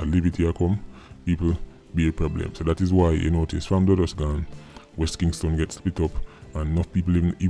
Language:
Jamaican Creole English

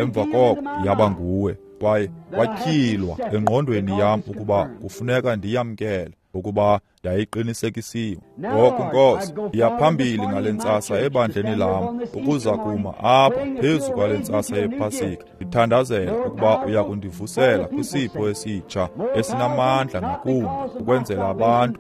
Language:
Xhosa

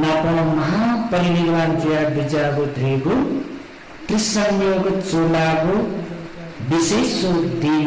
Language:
Newari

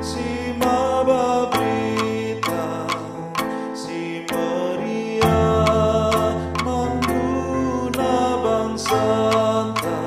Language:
Batak Karo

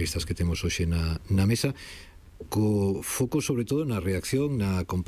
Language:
Galician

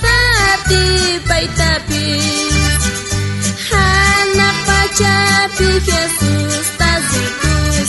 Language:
South Bolivian Quechua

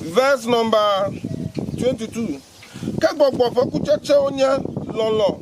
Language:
Ewe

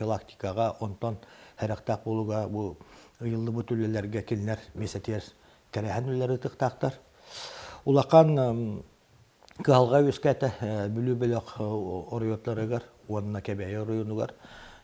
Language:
Yakut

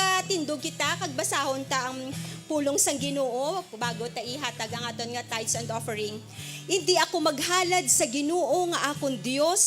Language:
Hiligaynon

